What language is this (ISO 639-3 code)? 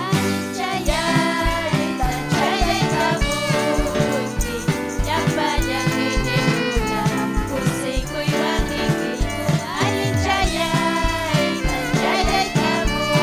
quy